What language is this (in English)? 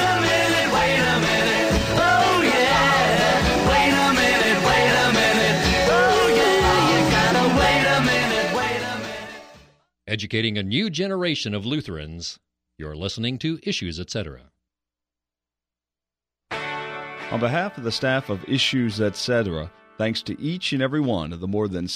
English